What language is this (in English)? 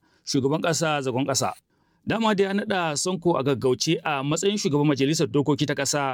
Hausa